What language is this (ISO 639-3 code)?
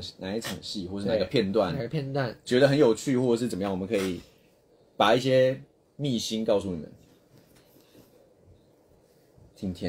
zho